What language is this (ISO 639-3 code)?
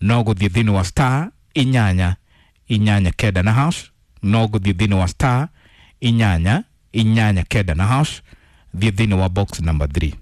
kik